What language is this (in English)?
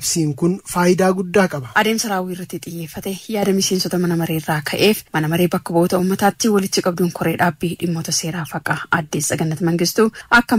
Oromo